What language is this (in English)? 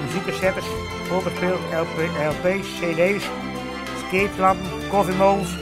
Western Frisian